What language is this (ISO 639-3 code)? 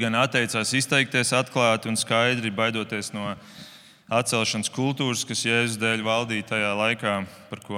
lav